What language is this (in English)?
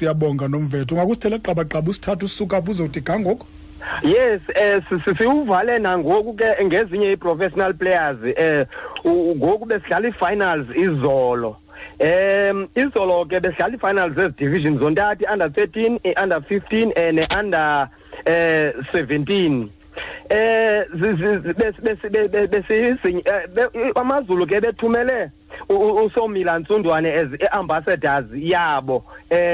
Xhosa